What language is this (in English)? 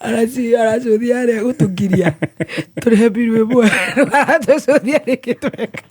Kikuyu